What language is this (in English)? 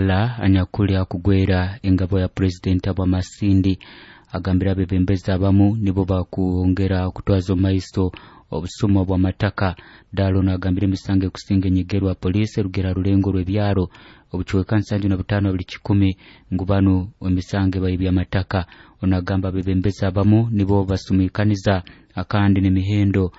Nyoro